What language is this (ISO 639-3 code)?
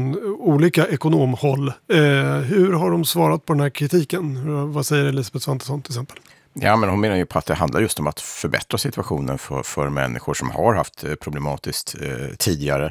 swe